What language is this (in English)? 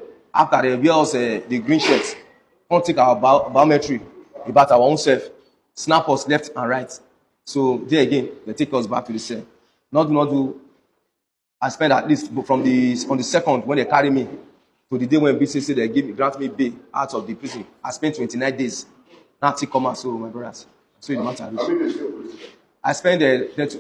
Nigerian Pidgin